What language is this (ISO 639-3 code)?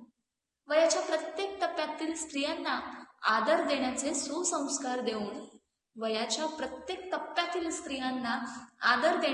mar